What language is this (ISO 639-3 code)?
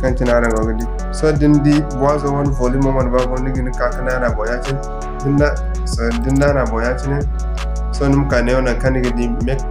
dje